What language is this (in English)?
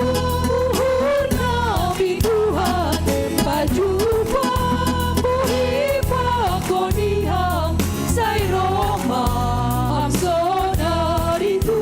Batak Simalungun